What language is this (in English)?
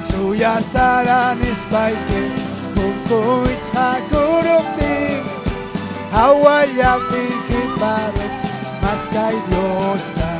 Ayacucho Quechua